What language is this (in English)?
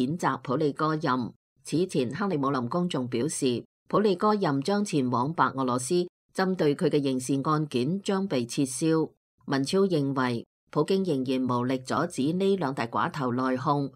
Cantonese